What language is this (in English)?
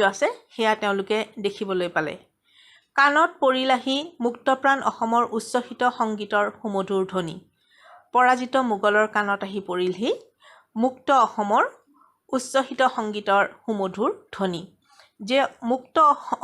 Assamese